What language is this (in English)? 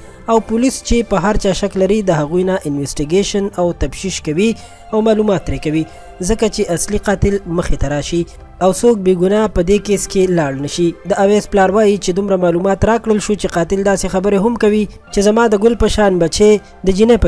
Pashto